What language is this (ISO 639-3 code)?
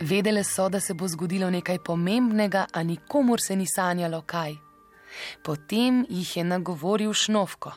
slv